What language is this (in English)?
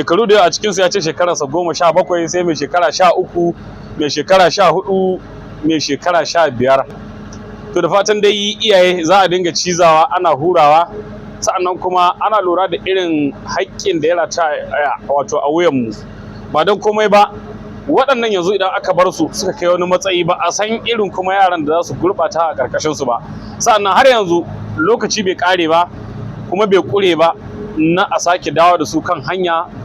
Hausa